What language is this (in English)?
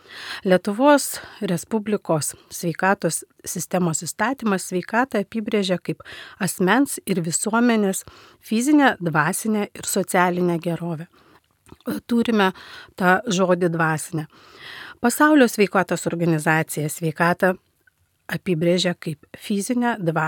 Lithuanian